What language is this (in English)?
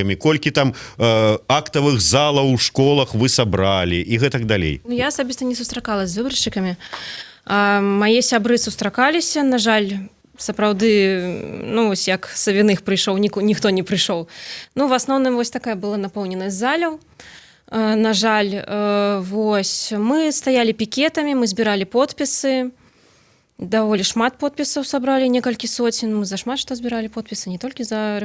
Belarusian